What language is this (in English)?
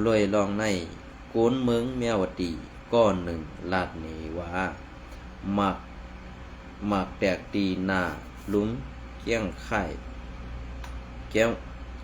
Shan